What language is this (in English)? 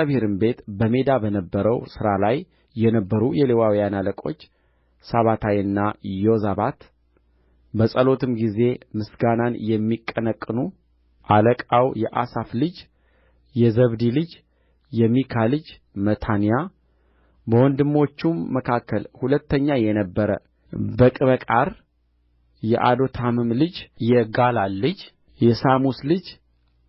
Amharic